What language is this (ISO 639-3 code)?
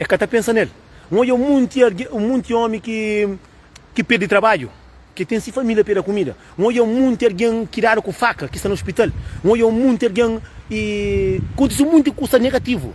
kea